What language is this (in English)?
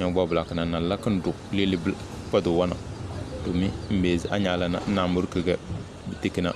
Tem